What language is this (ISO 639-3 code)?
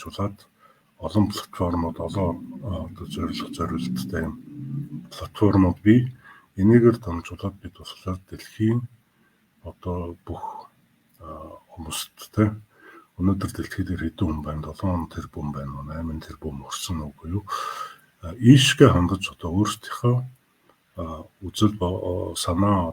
mon